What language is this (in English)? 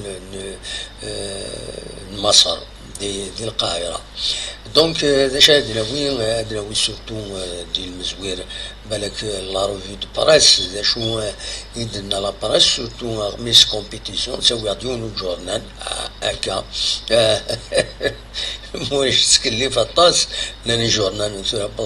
Kabyle